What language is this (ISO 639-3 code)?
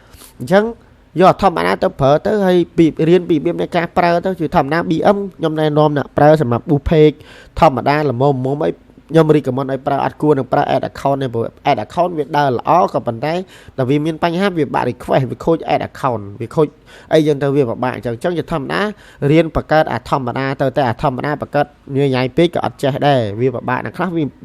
khm